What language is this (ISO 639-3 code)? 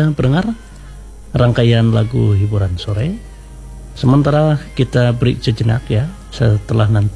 ind